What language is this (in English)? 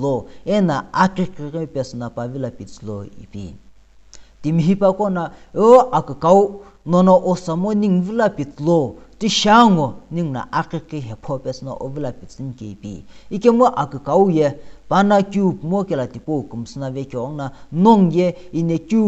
Sumi Naga